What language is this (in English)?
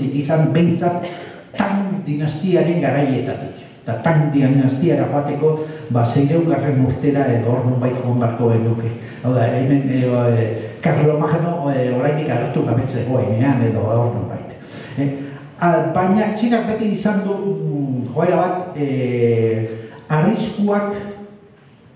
Basque